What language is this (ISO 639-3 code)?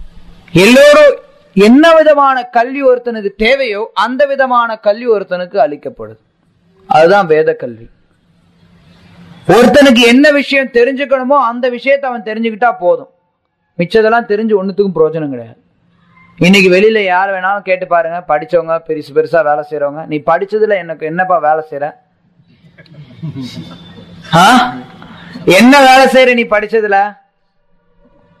tam